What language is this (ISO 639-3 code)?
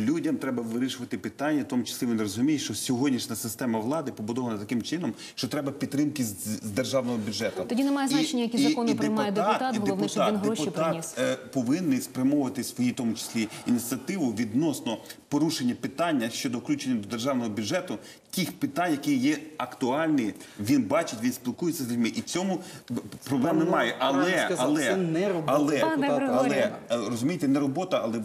ukr